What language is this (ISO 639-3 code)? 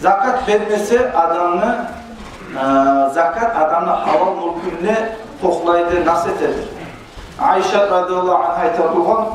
kum